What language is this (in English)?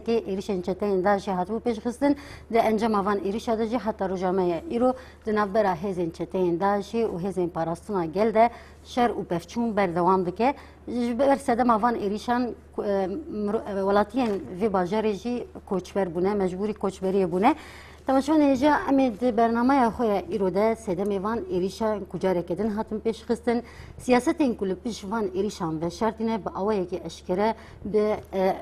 Kurdish